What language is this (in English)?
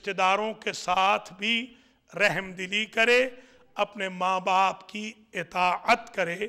Urdu